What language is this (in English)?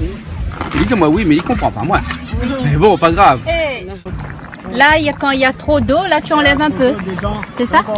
Réunion Creole French